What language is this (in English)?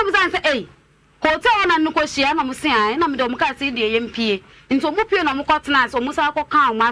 Akan